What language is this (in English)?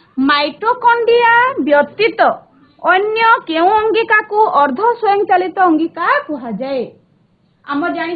Odia